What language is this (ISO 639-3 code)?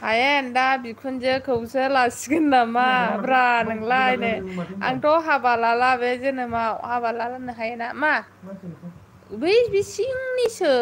brx